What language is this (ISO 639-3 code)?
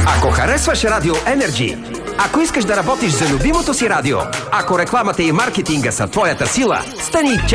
bul